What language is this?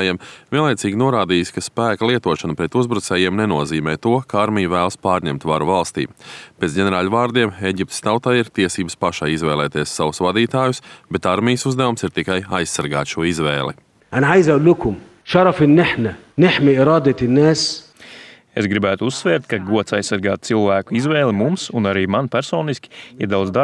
Latvian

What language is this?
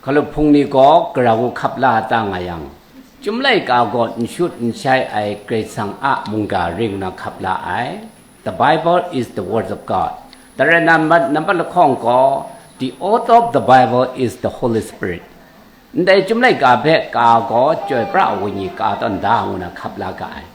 Kachin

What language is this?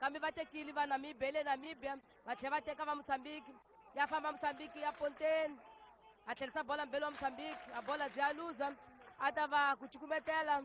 Tsonga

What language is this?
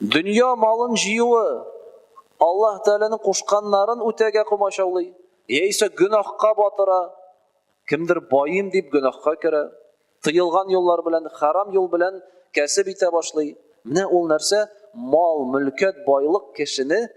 Tatar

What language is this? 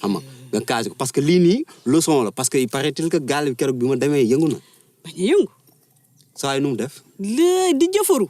Wolof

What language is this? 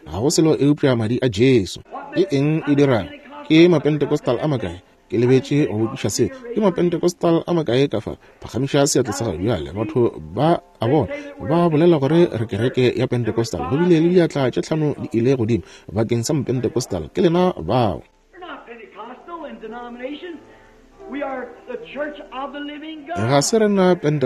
Northern Sotho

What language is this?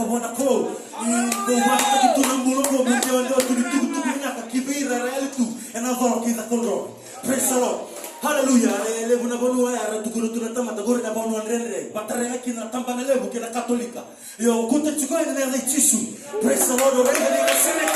Fijian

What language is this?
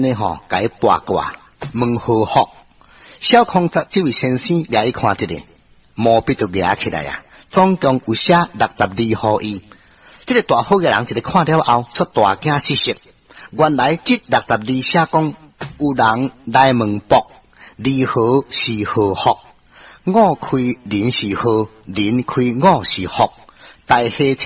Min Nan Chinese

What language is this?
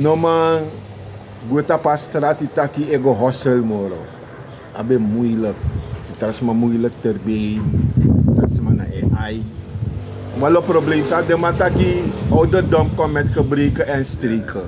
Sranan Tongo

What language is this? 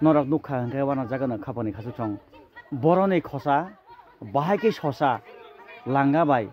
Kok Borok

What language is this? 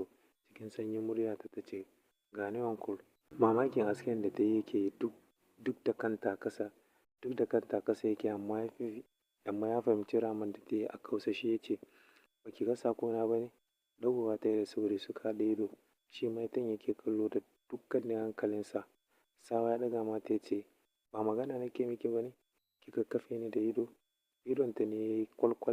Hausa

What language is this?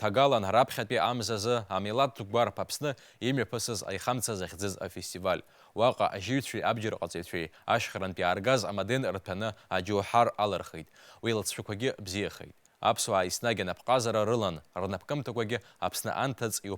Abkhazian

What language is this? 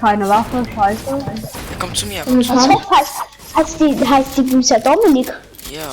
Swiss German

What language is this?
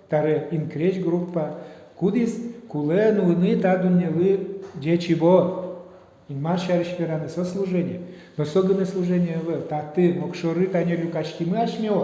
Udmurt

